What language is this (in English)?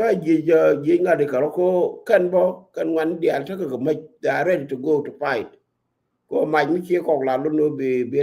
Nuer